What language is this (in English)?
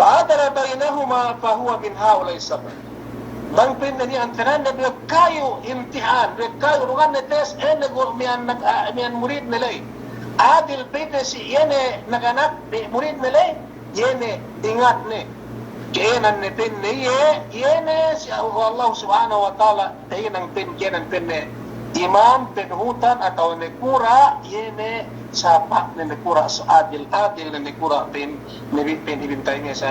Yakan